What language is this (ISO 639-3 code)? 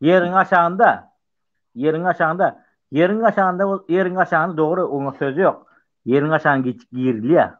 tuk